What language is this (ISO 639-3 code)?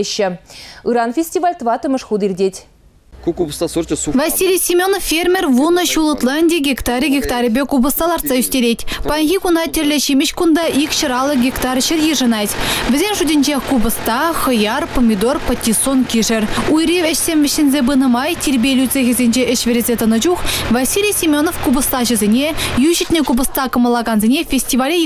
chv